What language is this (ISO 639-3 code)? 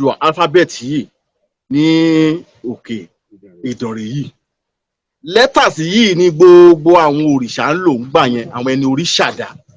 yor